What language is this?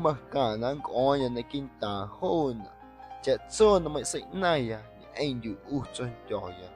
Guerrero Amuzgo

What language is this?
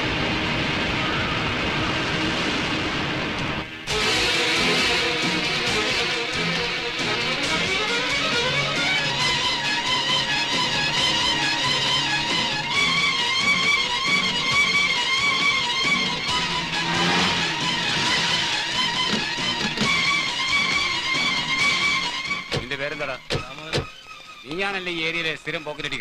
Malayalam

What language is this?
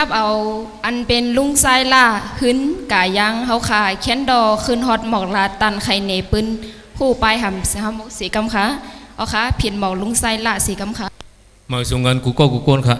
Shan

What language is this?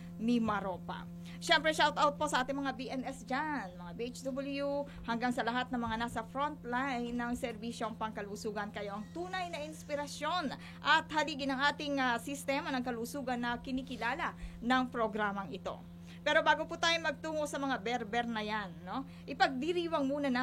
Filipino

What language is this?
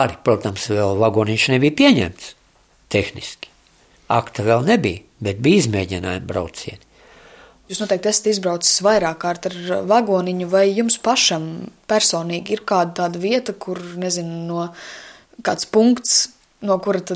Latvian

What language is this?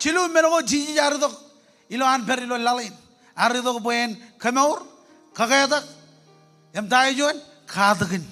Marshallese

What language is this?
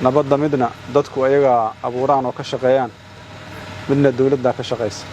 Somali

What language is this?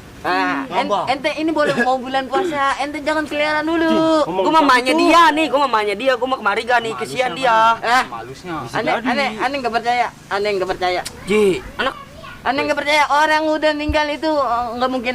Betawi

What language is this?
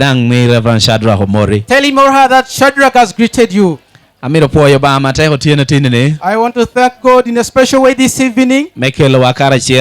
Lango (Uganda)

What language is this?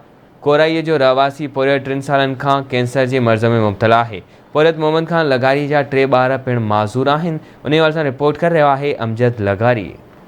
Sindhi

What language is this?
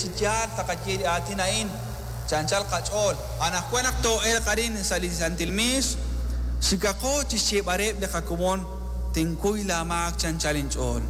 Kekchí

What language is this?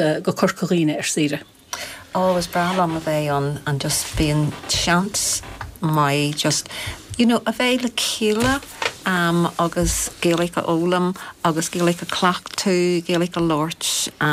Irish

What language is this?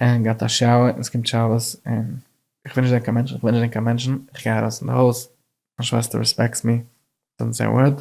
Yiddish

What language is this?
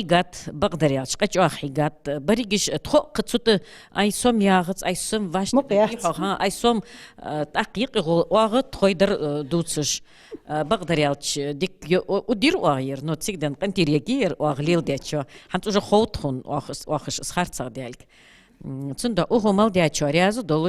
Ingush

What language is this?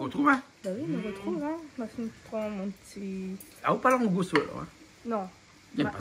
Réunion Creole French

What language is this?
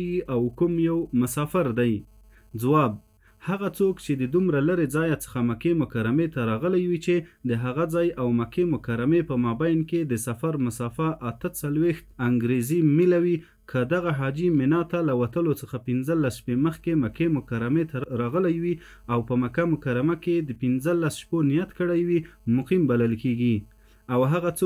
Pashto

